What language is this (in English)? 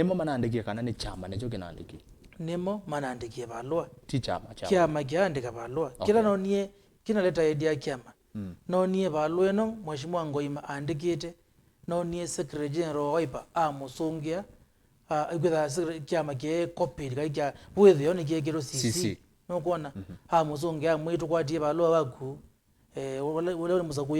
Kamba